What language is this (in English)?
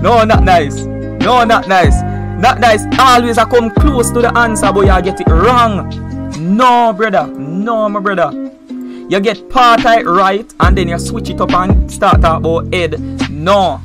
Jamaican Creole English